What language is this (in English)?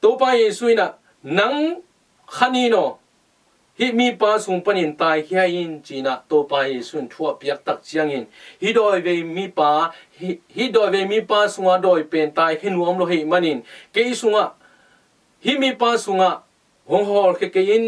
Tedim Chin